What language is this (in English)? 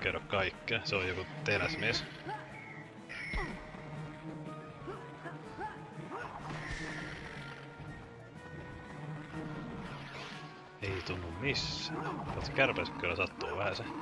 Finnish